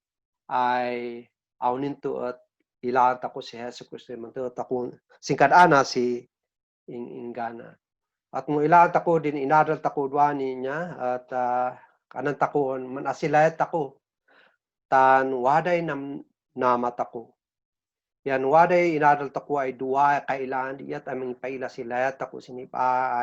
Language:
Kankanaey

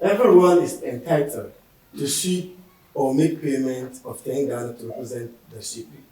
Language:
Dagbani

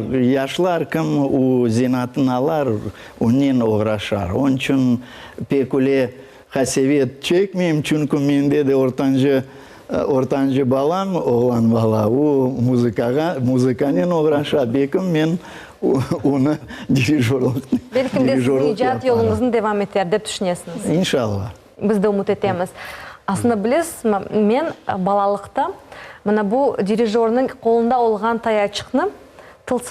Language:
Crimean Tatar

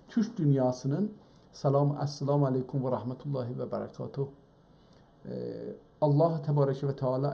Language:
South Azerbaijani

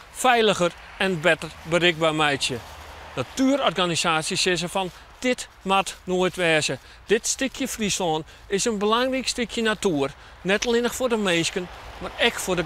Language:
Western Frisian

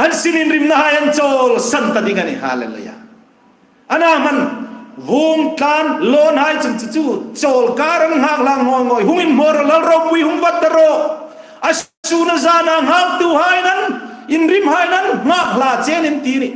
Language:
Hmar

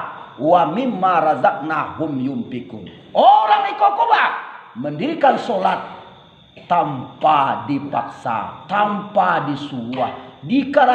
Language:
Minangkabau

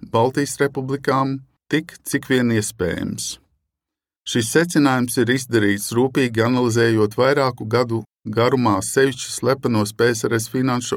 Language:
Latvian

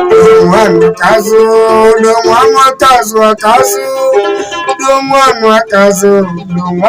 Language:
Alur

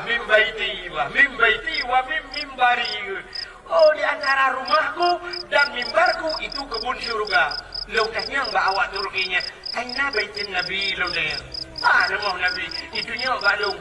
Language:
Achinese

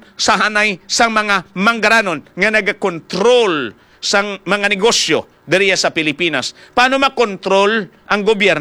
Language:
Hiligaynon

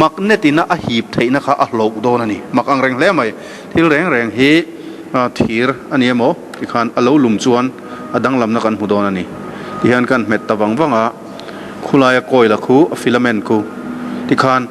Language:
Mizo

